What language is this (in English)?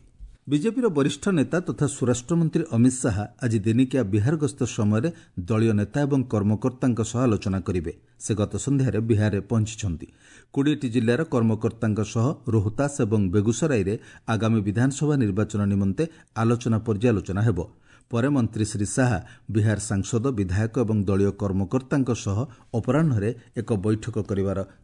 Odia